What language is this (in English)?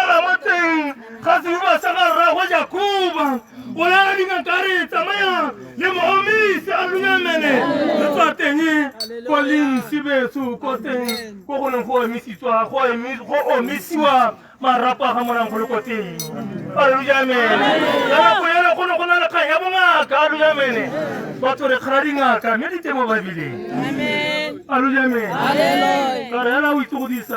Tswana